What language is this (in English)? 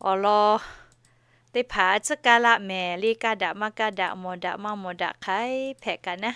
Lahu